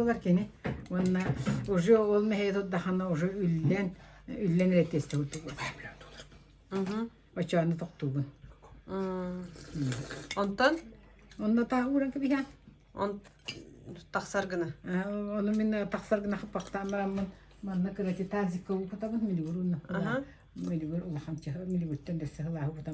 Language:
Yakut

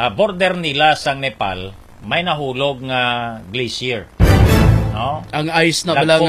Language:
Hiligaynon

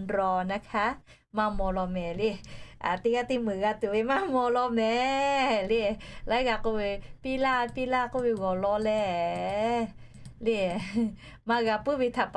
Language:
Lahu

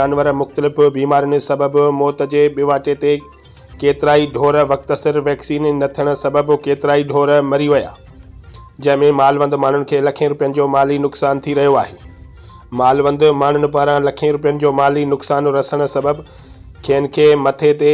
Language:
Sindhi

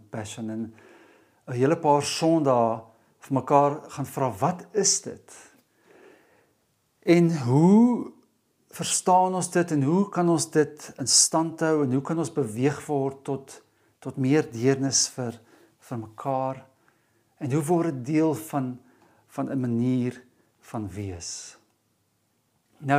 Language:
Afrikaans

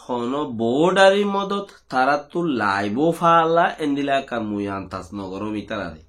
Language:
Rohingya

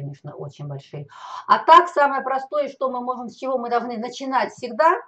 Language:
Russian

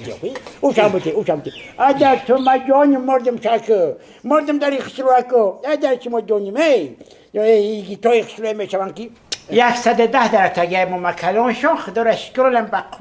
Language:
Tajik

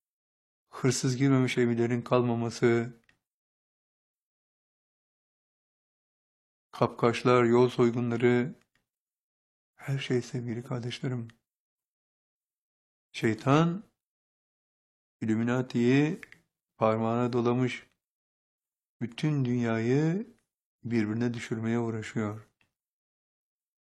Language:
Turkish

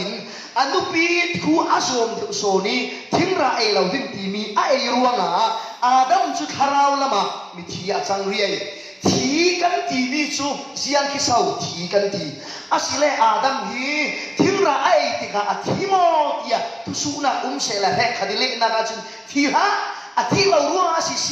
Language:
Falam Chin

